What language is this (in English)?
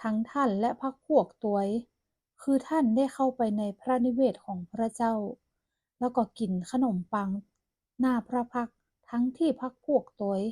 Northern Thai